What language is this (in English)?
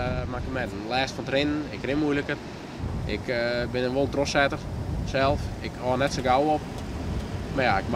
Western Frisian